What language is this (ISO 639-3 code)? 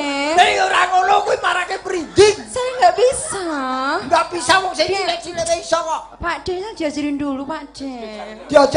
jav